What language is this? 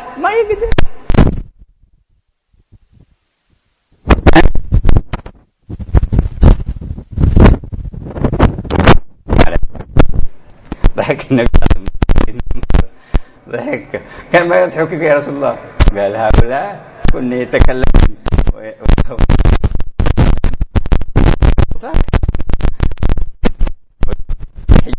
Arabic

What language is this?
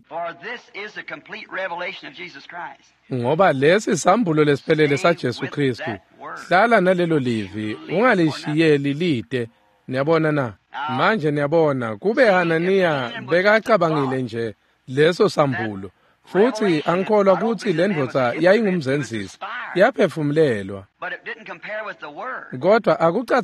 Swati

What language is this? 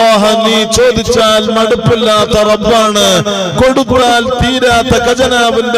Malayalam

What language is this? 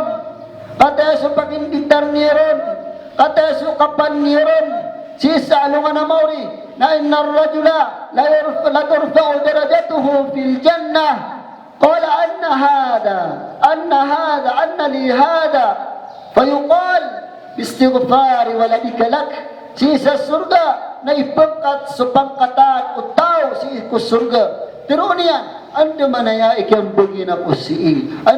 Maranao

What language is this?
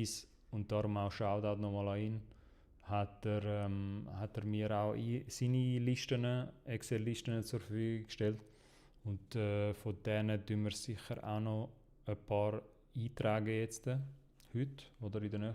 Swiss German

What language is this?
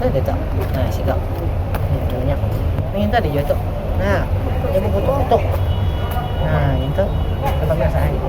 Banjar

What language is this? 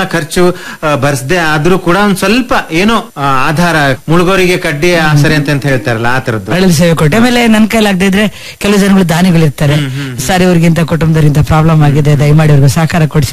Kannada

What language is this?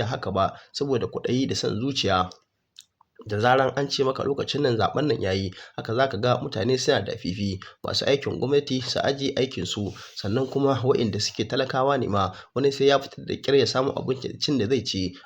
Hausa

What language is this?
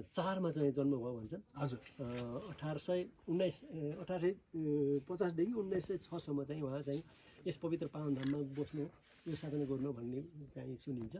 Nepali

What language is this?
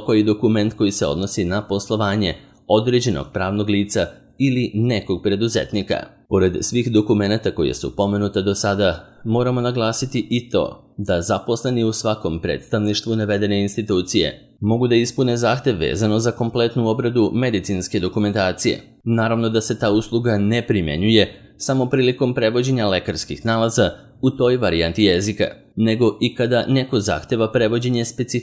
Serbian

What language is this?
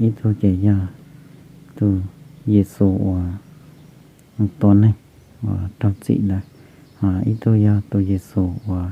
Hmong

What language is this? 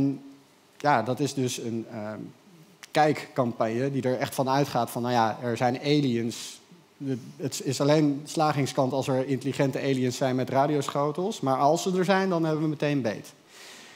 Dutch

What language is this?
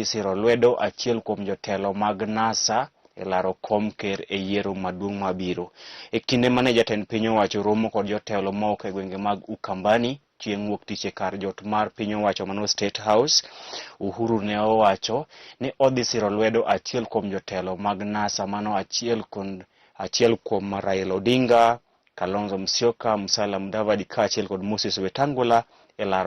Luo (Kenya and Tanzania)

